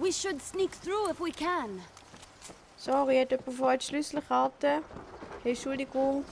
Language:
Swiss German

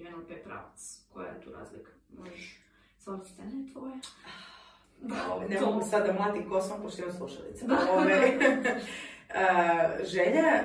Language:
Croatian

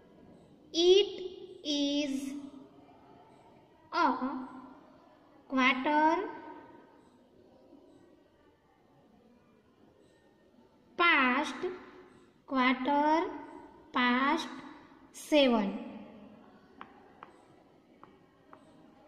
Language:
Gujarati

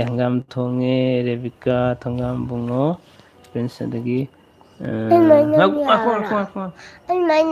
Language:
Manipuri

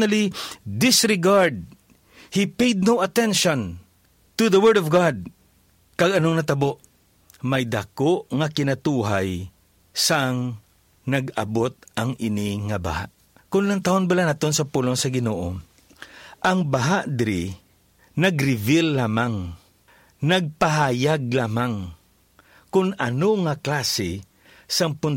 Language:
Hiligaynon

